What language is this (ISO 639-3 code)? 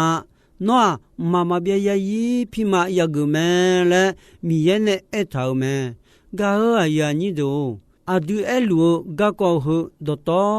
ahk